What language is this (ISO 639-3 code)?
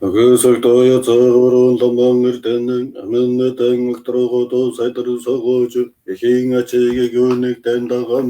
mon